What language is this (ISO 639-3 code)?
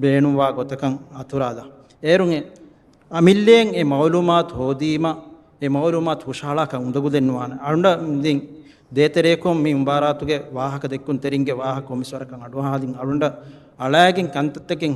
div